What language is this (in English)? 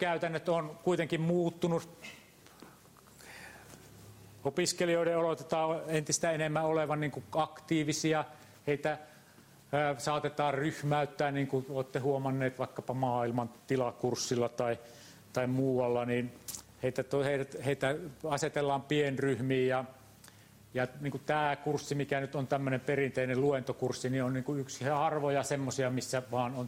Finnish